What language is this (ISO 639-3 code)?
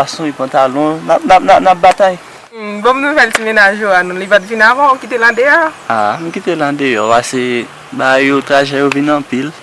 hat